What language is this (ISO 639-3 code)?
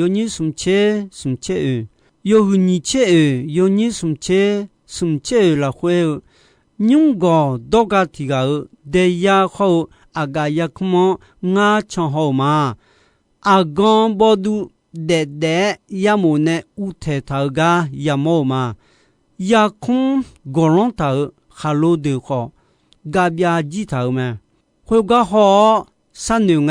ahk